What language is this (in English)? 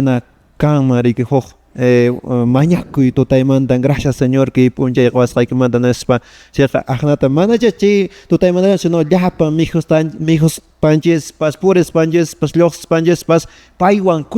Quechua